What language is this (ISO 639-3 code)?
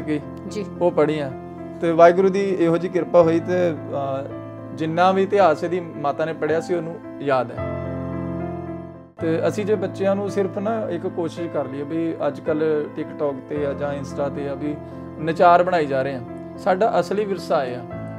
pan